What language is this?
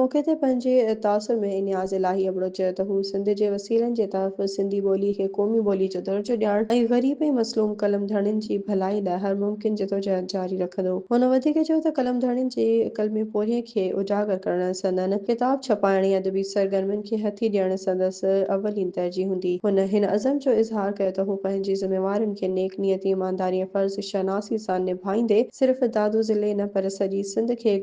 Sindhi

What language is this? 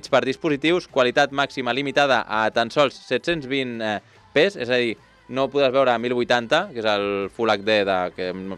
Catalan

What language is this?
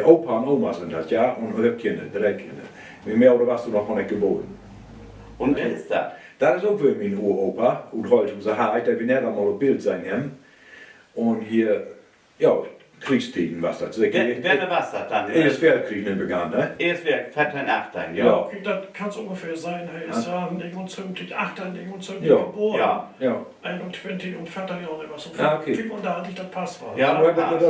Low German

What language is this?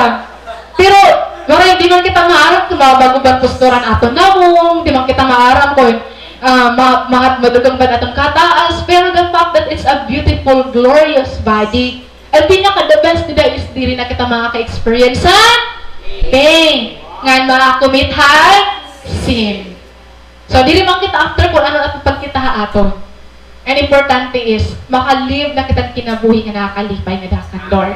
Waray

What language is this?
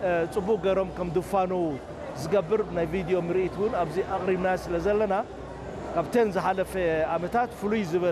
Tigrinya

